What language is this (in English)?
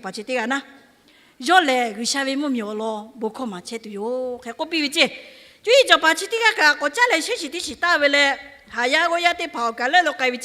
Lahu